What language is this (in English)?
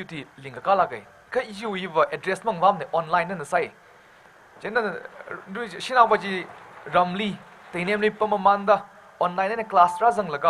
Tangkhul Naga (India)